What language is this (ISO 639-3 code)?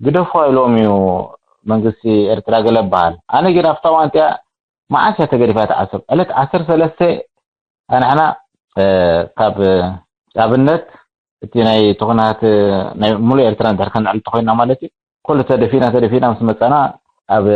tir